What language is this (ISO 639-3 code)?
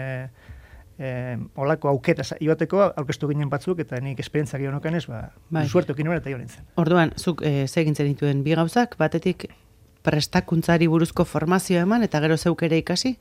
eus